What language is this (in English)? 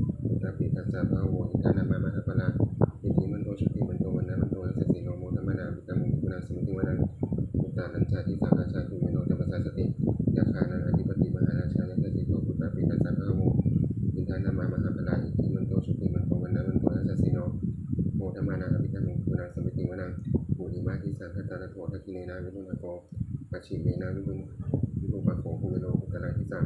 Pali